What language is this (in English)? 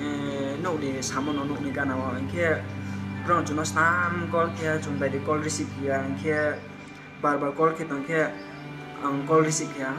Kok Borok